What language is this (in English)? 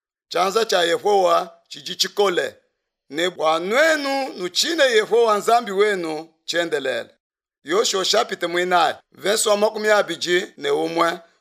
Luba-Lulua